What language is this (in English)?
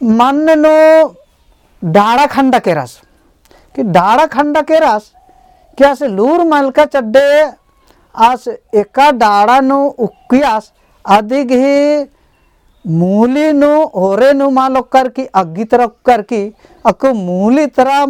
Kurukh